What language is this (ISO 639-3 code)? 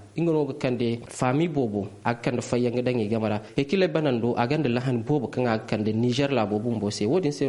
dje